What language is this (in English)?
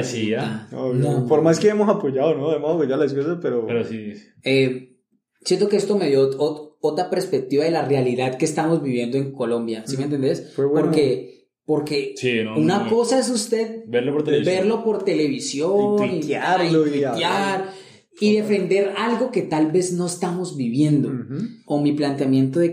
Spanish